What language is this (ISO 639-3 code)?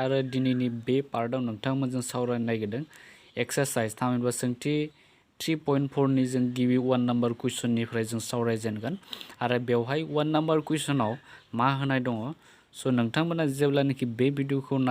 brx